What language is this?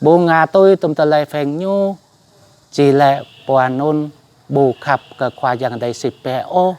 Jarai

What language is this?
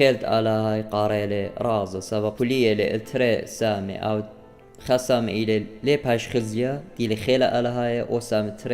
Assyrian Neo-Aramaic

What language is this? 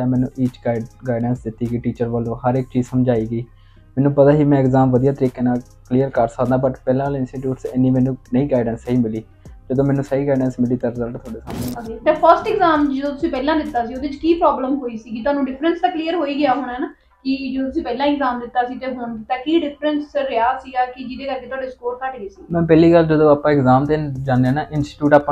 Punjabi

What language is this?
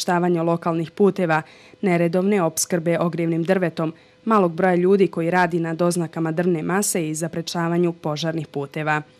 Bosnian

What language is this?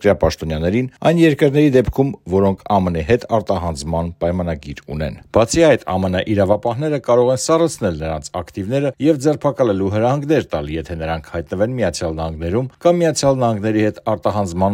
Armenian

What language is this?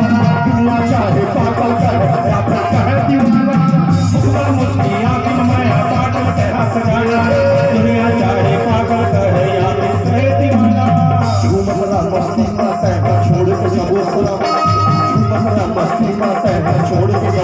Chhattisgarhi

